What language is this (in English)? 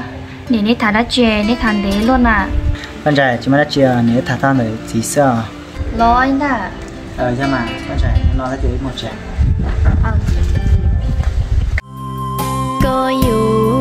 Vietnamese